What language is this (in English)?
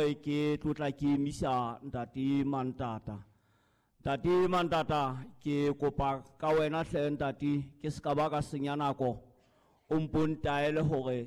Southern Sotho